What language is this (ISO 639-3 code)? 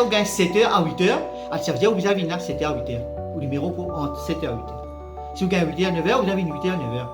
mfe